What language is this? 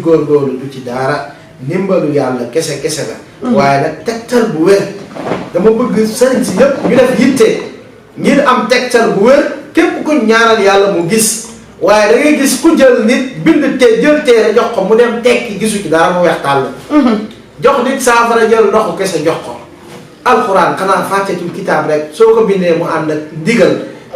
Wolof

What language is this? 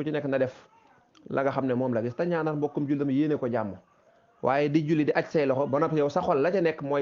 Wolof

